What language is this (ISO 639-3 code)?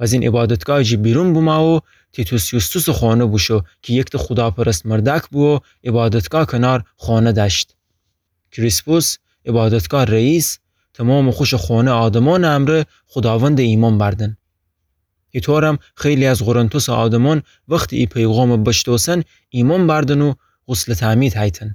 glk